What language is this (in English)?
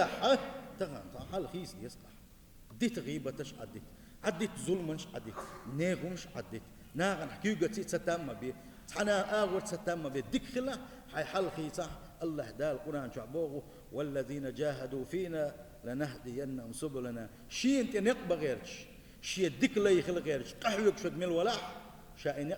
Chechen